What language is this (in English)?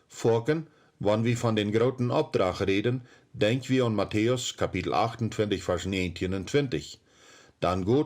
Plautdietsch